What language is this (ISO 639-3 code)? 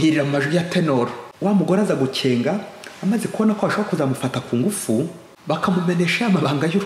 kin